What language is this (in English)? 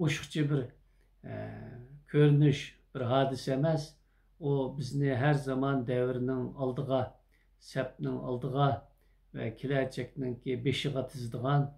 Uyghur